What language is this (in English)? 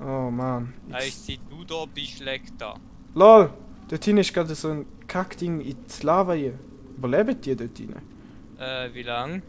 Swiss German